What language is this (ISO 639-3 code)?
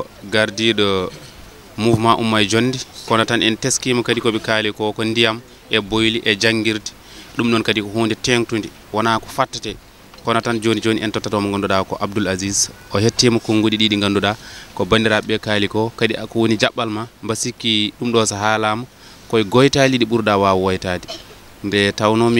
ful